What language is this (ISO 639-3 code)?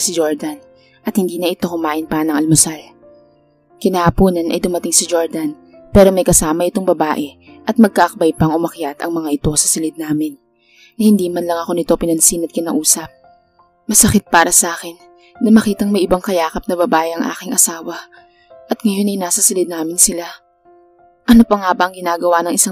fil